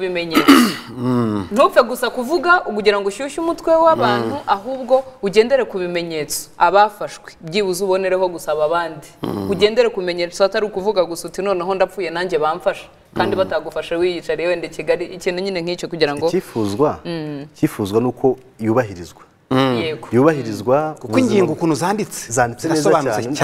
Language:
Kinyarwanda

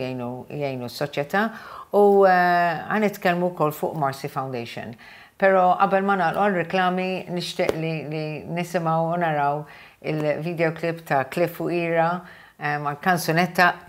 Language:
Maltese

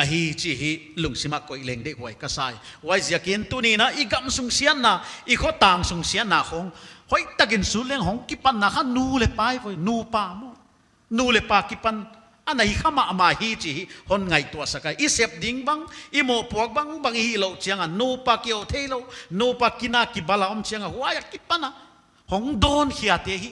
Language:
Paite Chin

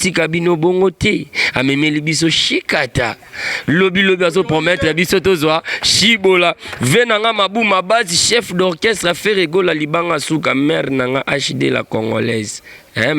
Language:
Lingala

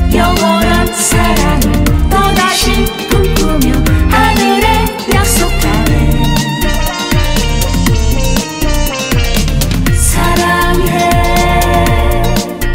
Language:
Korean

